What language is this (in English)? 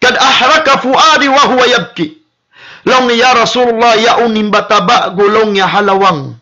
Tausug